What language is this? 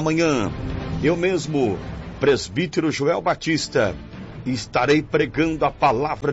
Portuguese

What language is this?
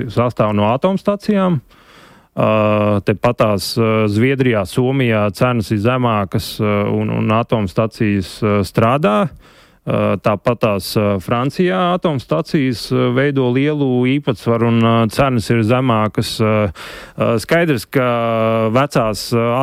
Latvian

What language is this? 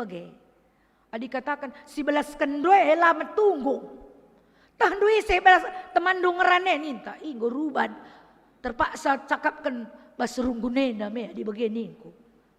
Batak Karo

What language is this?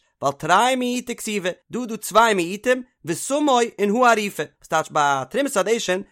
Yiddish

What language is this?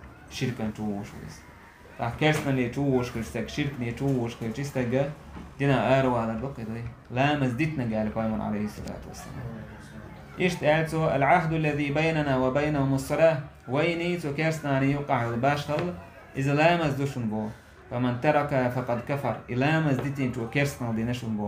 Chechen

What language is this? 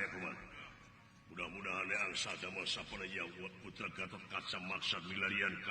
Sundanese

